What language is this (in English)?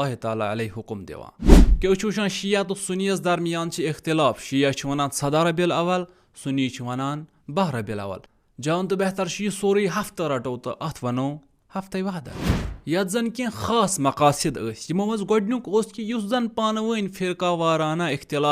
Kashmiri